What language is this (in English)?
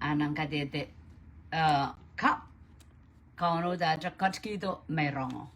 Pohnpeian